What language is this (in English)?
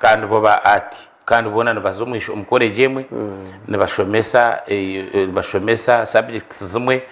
Nyankole